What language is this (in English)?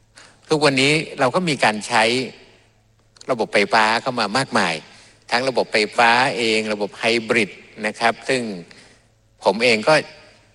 Thai